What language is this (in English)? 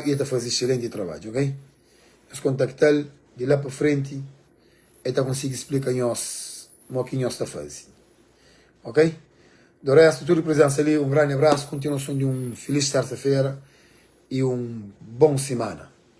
Kabuverdianu